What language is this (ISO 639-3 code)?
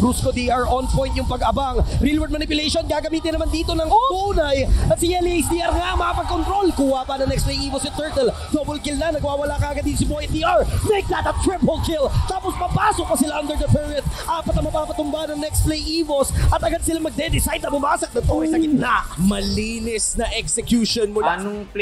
fil